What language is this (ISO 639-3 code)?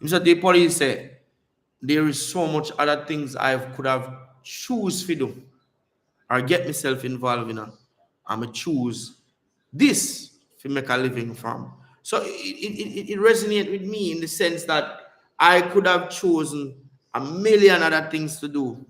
jam